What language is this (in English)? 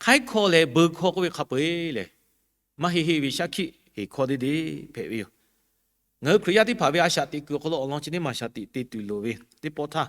Lahu